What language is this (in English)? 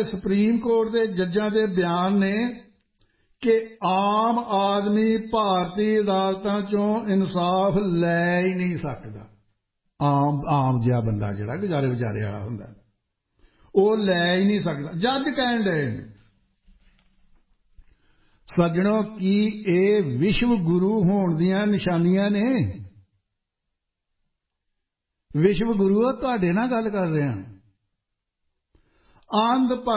Punjabi